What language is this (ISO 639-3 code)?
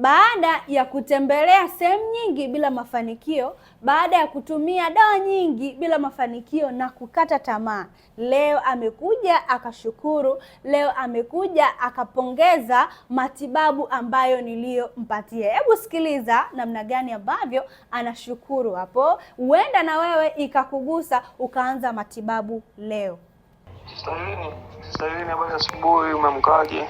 swa